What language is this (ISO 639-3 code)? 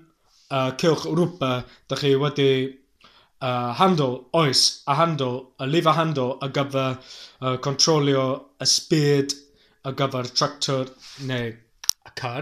cym